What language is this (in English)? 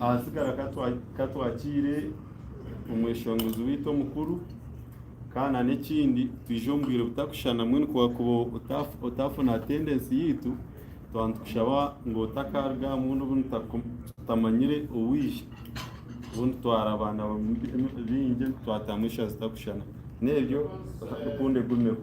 Nyankole